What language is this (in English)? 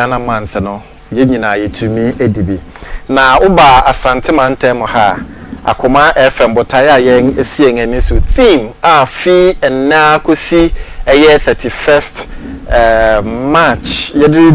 Akan